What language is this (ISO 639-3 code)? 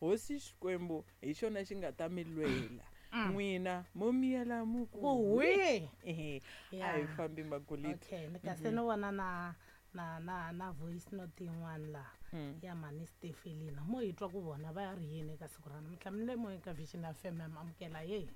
tso